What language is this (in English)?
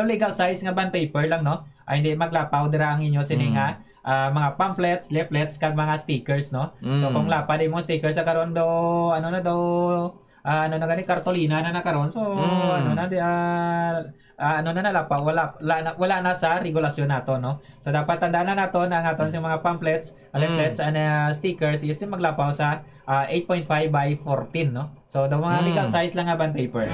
Hiligaynon